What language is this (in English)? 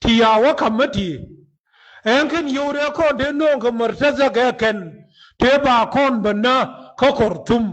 Nuer